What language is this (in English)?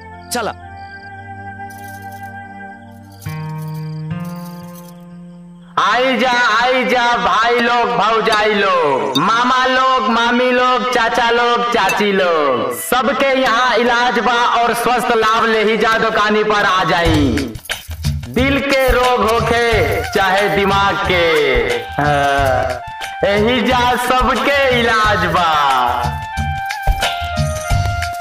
Bhojpuri